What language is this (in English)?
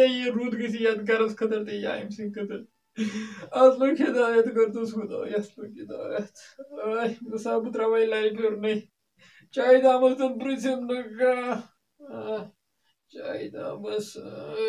Kashmiri